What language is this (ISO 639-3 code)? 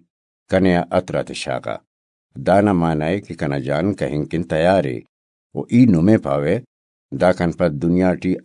brh